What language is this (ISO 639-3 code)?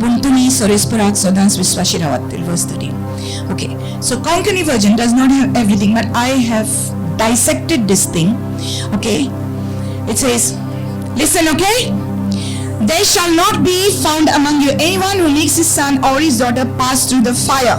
kok